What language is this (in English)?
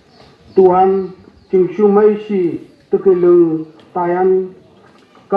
Phom Naga